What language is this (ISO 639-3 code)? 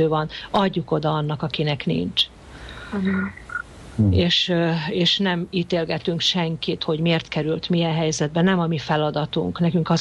hun